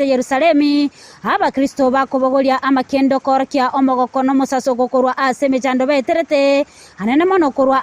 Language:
Gusii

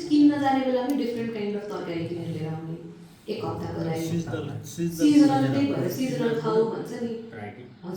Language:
Nepali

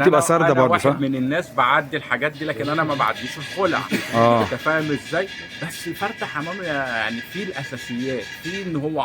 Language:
Egyptian Arabic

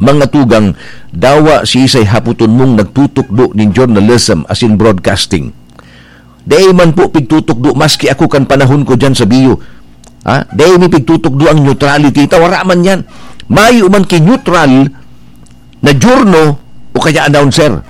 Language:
Bikol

